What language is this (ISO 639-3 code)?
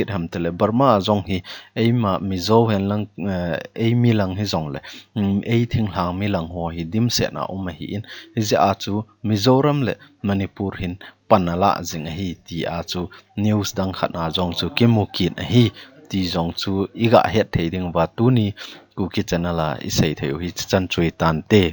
tcz